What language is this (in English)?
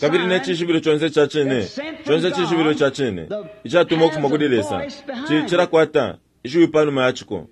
Bemba